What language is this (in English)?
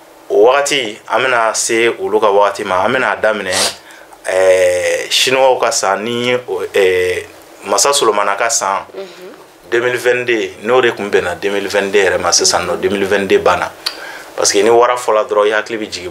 Bambara